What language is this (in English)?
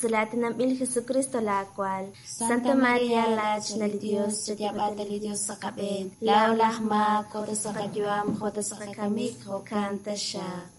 Kekchí